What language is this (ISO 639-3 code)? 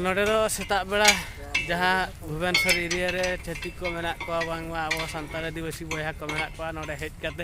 sat